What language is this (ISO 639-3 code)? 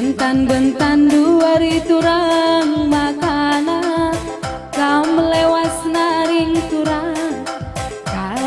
btx